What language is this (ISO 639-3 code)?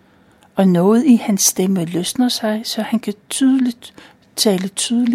dan